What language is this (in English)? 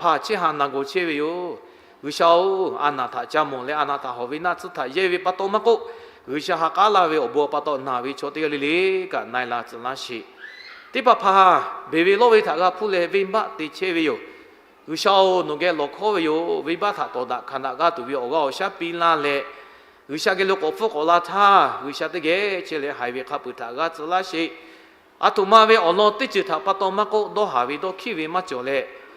Lahu